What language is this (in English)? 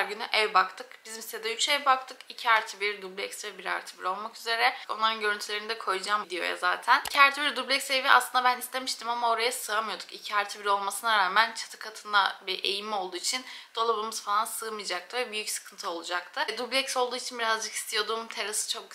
Turkish